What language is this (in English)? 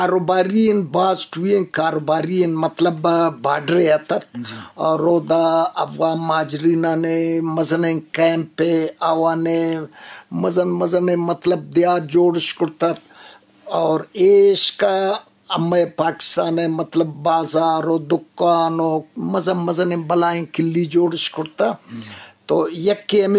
Eastern Balochi